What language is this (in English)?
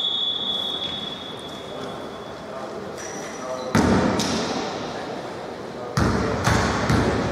Greek